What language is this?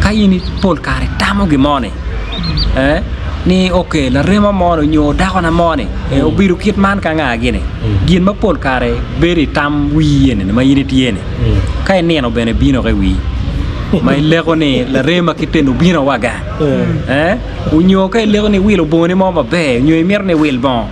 Acoli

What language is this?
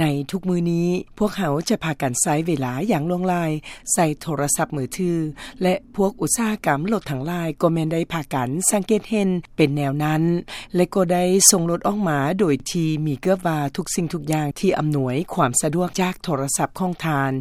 Lao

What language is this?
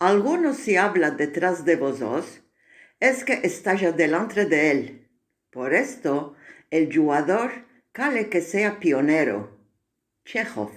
Ladino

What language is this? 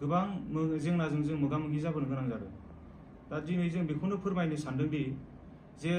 Bodo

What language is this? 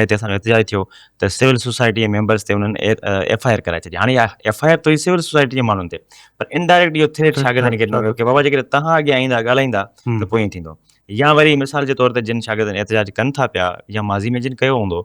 Sindhi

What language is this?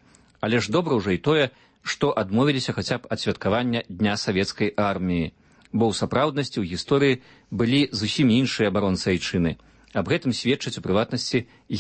Belarusian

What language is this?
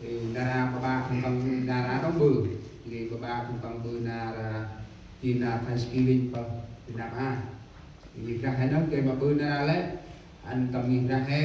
Central Mnong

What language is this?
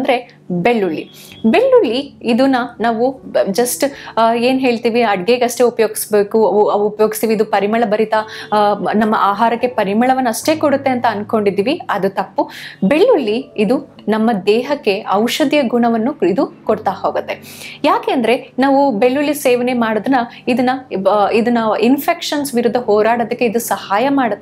Kannada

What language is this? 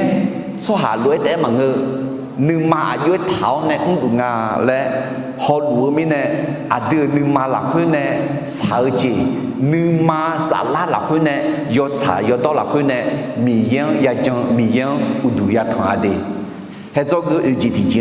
Akha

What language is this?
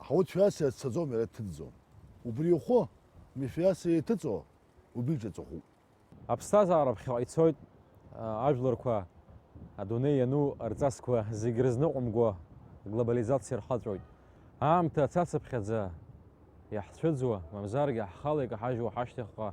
Abkhazian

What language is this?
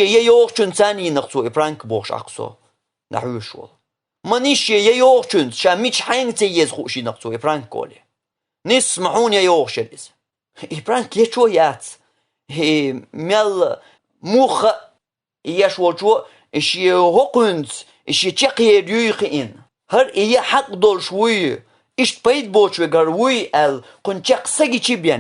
Chechen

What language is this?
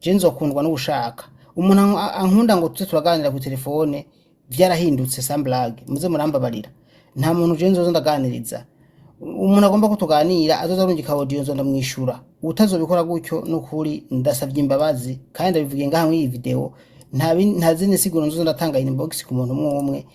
Rundi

